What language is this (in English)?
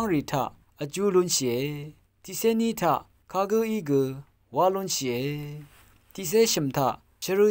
Rawang